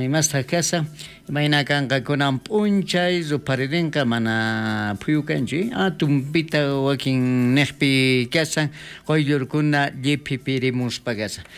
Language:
South Bolivian Quechua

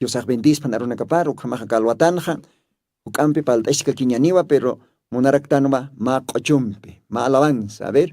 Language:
Aymara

